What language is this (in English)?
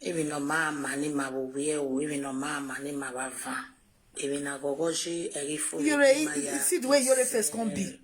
Nigerian Pidgin